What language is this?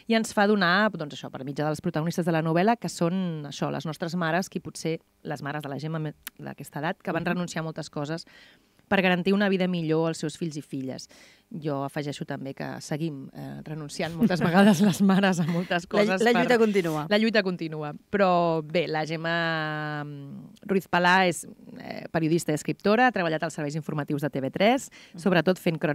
Catalan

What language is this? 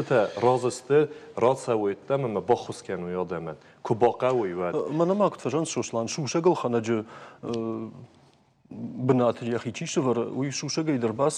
Ossetic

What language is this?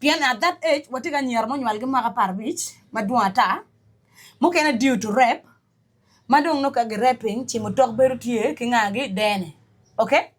Acoli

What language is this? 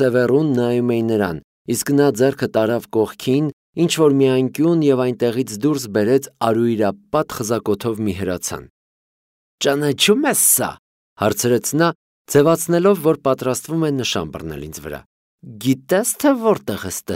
Armenian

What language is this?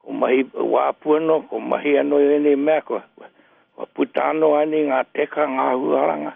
Māori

